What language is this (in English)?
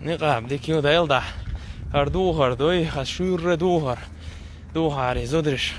Chechen